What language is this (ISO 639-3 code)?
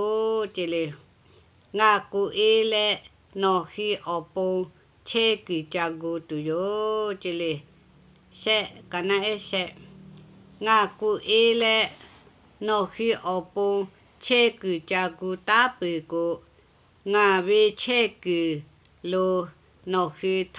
lhu